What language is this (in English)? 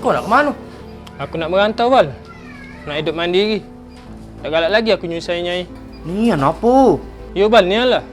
Musi